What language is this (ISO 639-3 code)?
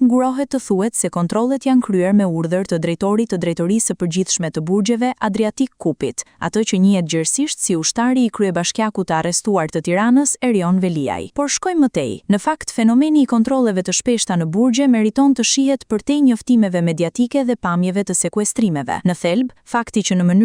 sqi